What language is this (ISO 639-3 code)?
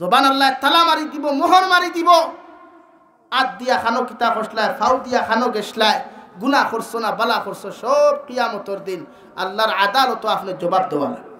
syl